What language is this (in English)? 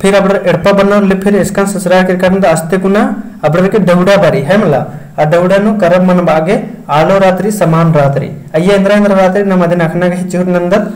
Kurukh